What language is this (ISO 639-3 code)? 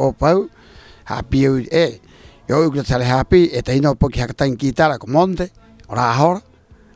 rap